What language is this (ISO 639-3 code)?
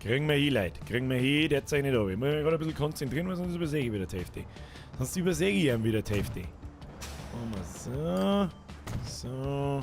bar